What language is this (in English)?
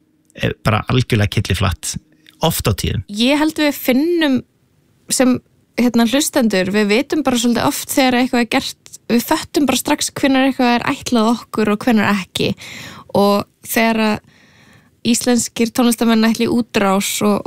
Icelandic